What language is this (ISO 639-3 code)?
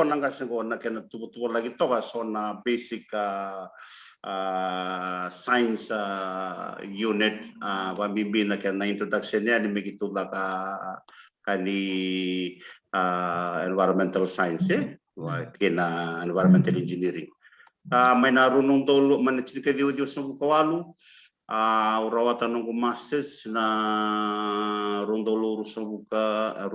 fij